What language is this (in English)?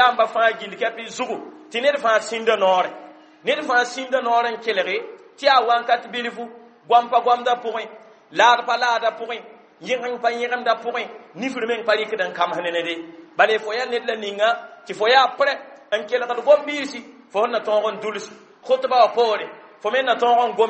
Mossi